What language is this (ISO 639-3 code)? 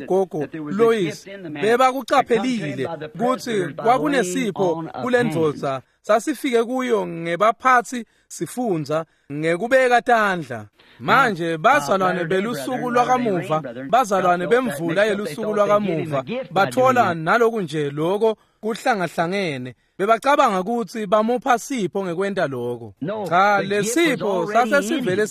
ssw